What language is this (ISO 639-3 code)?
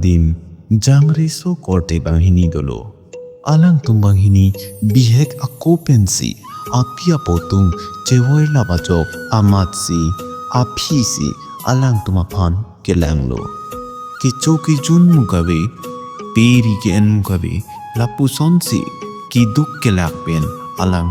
mjw